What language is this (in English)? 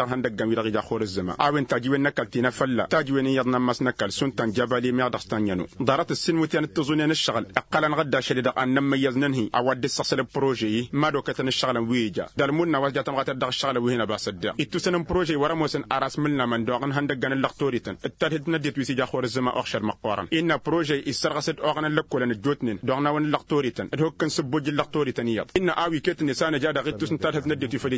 Tamasheq